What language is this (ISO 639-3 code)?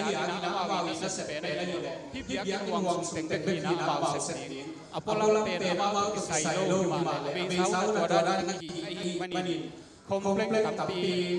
ctd